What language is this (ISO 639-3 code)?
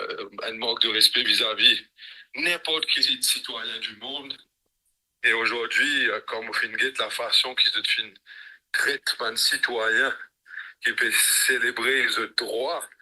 mfe